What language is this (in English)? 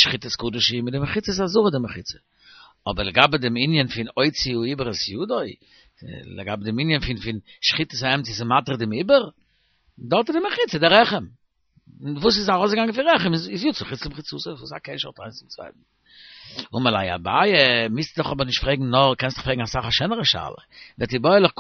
Yiddish